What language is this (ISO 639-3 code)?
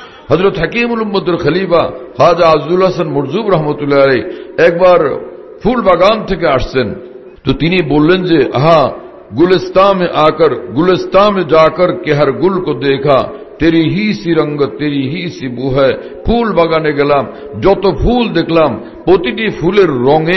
ben